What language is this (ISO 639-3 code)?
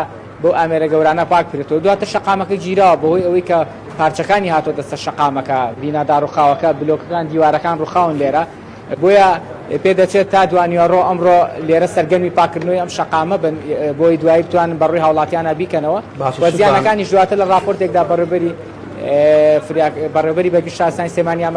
ckb